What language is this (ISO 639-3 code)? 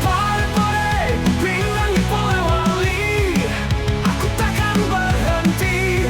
mfp